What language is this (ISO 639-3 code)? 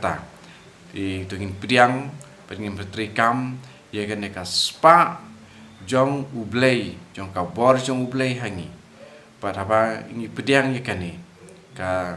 kha